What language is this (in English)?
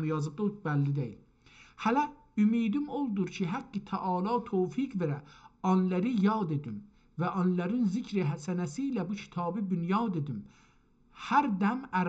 South Azerbaijani